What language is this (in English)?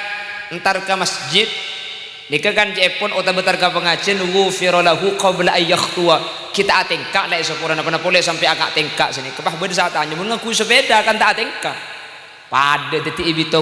Madurese